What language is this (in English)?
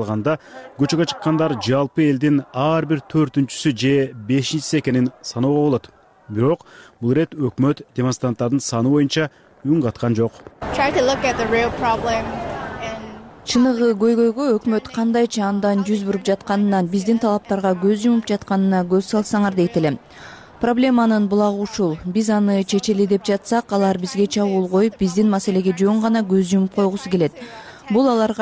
Kyrgyz